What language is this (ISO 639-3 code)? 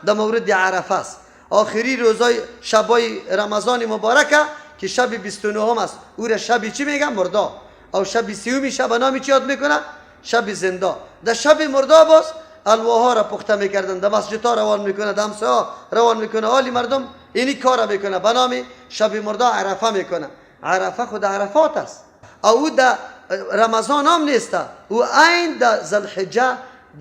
fas